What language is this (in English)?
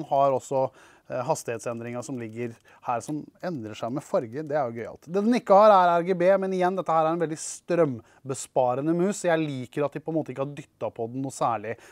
Norwegian